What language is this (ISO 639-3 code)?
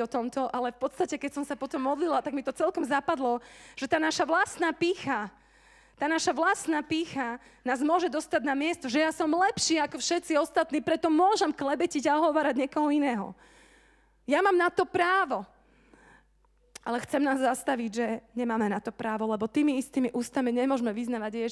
slk